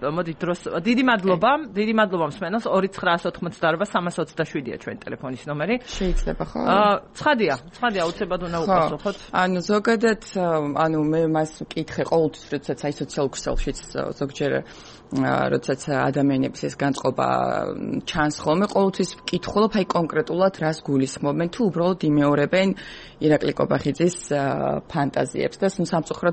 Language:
Georgian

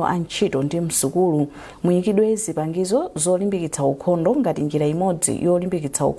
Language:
Nyanja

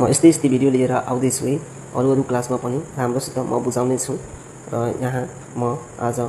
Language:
Nepali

